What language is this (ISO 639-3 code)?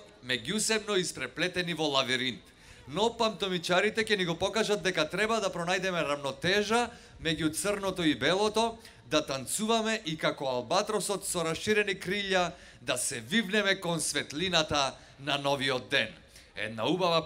mkd